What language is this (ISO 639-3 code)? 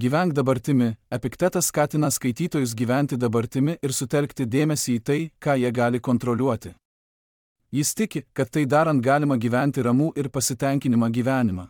lit